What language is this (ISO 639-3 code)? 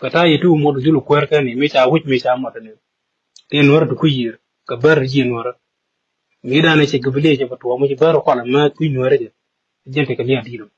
nus